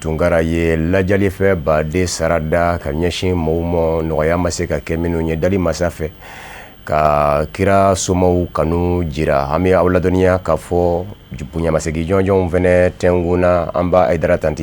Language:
Bambara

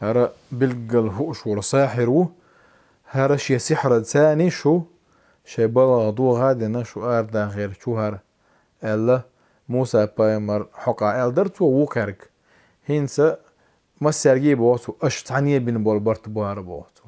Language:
Chechen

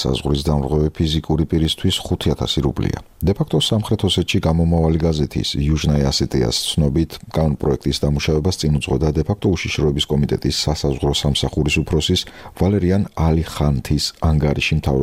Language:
Georgian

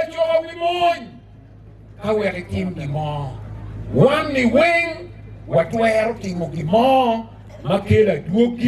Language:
Acoli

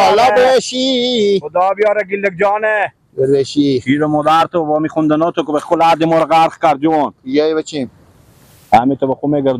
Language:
Persian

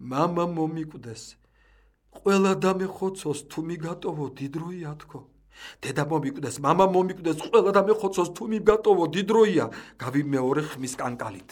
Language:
Georgian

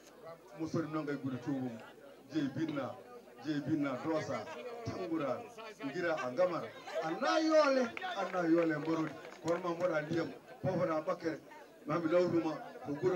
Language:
Fula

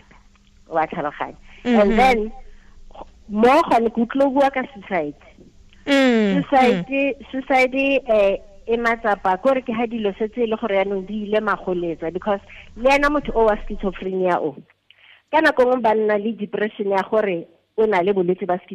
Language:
Tswana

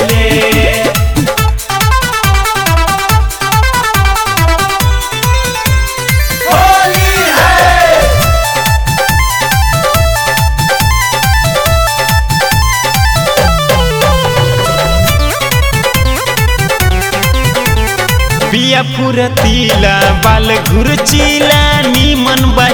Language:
Bhojpuri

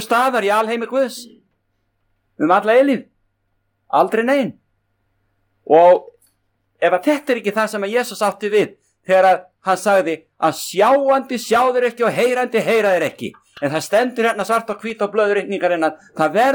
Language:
Icelandic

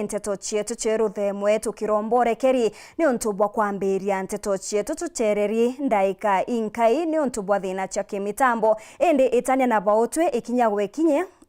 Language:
Meru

